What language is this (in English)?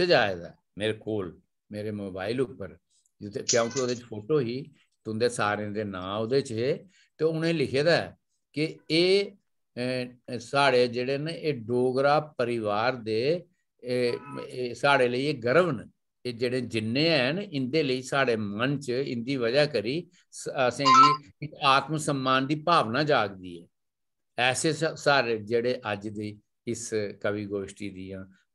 Dogri